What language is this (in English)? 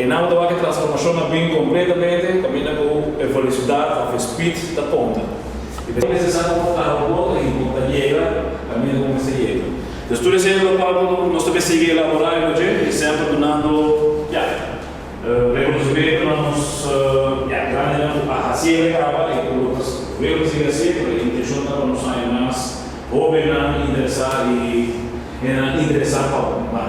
Papiamento